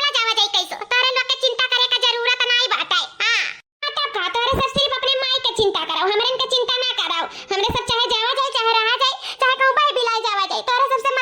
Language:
Awadhi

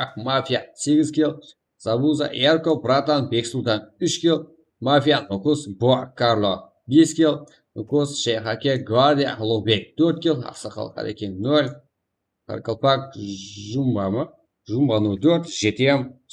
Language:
Kara-Kalpak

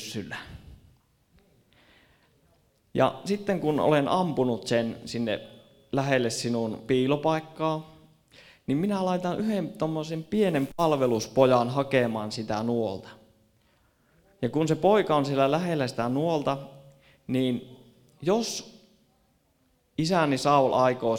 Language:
Finnish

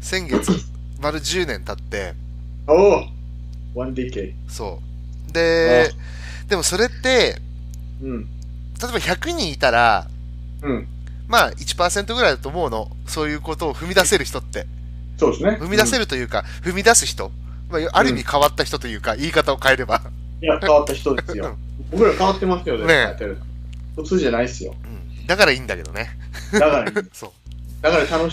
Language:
Japanese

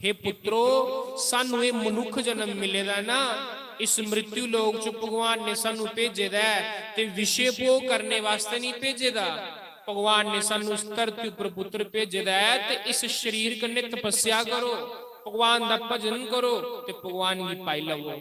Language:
Dogri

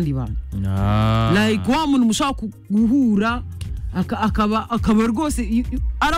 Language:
Kinyarwanda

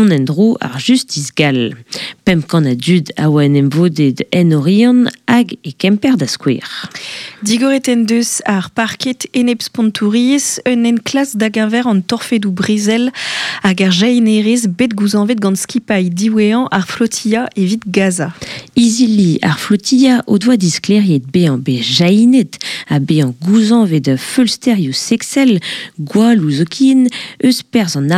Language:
Breton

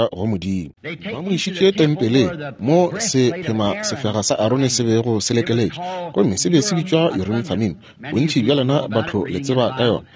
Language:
Northern Sotho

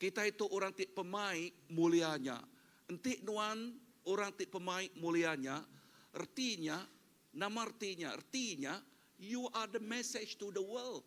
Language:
Iban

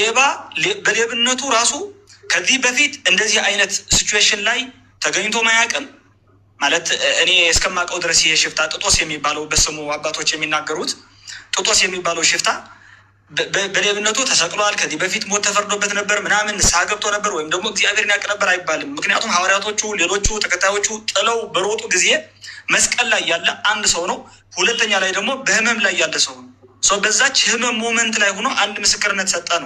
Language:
Amharic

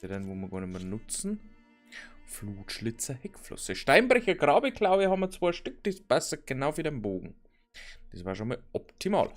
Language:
Bavarian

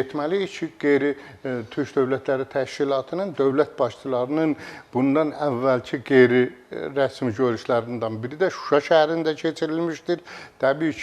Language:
Azerbaijani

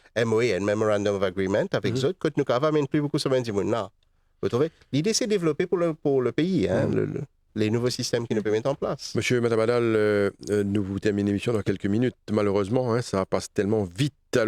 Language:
Morisyen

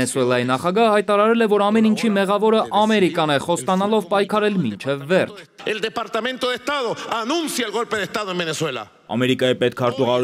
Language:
Armenian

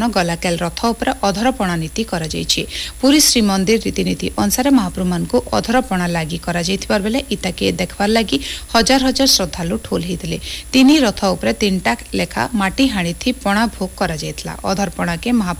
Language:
Odia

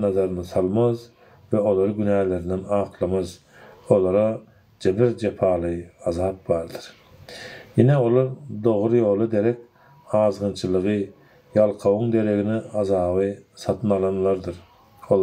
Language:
Turkmen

